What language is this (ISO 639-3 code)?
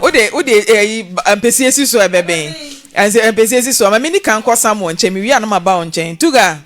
aka